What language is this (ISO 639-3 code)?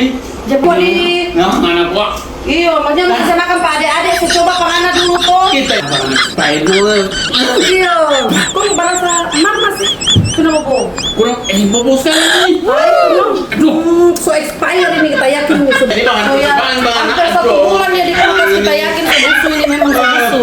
xmm